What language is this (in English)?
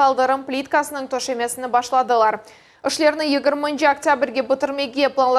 Crimean Tatar